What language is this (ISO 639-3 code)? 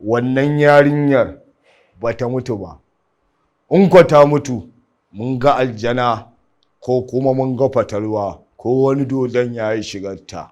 hau